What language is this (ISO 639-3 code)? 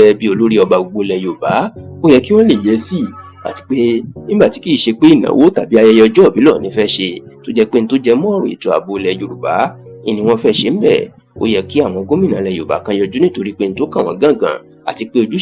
yor